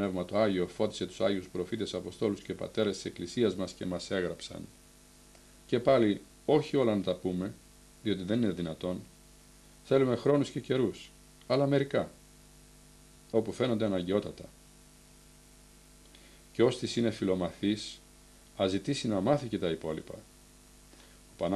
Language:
Greek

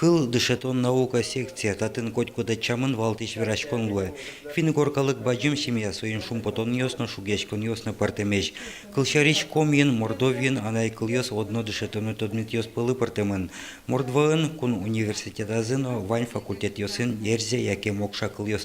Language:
Udmurt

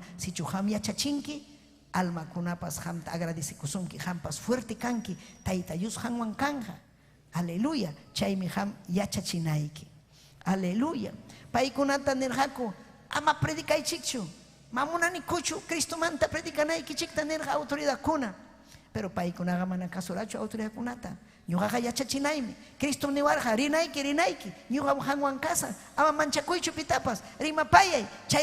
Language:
Ayacucho Quechua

